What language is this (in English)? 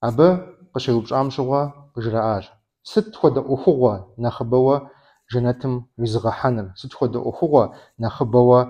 Kabardian